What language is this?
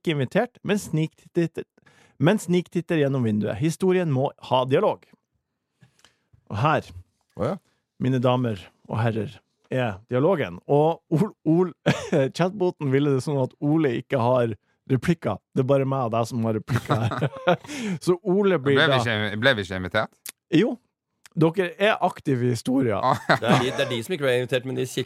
Norwegian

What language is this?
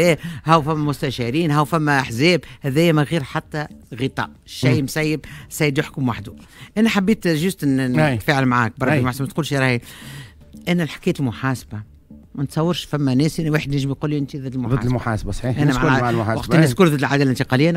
Tunisian Arabic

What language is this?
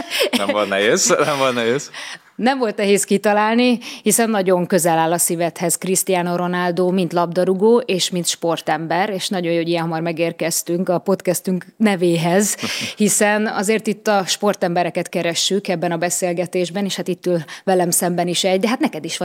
Hungarian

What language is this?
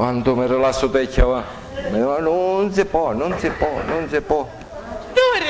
Sicilian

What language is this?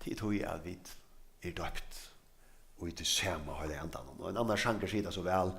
Faroese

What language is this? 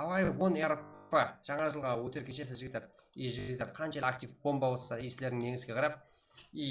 Kara-Kalpak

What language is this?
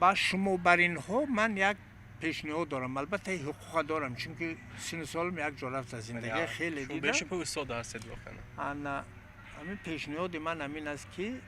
Tajik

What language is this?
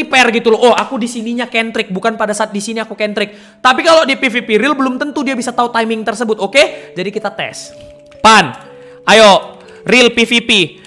Indonesian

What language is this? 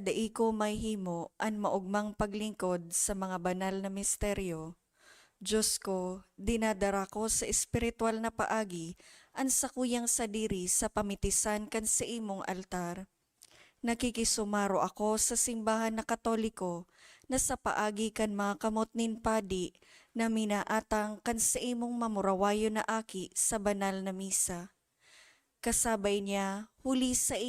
Bikol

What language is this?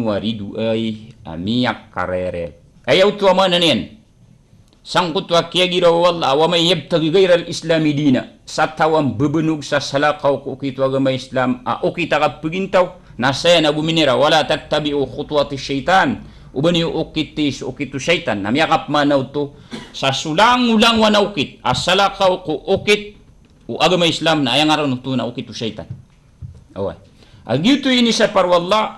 Maranao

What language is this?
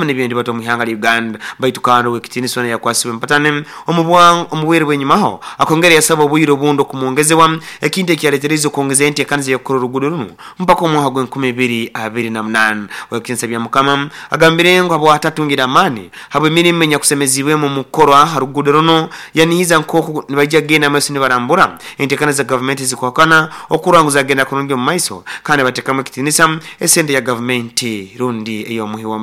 Nyoro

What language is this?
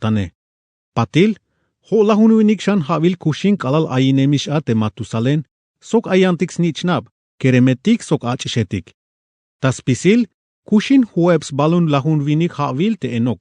Tzeltal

